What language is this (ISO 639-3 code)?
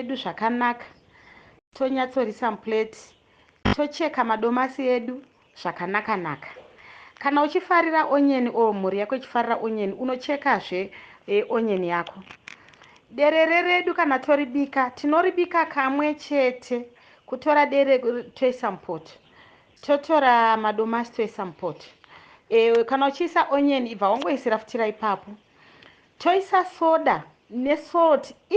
sna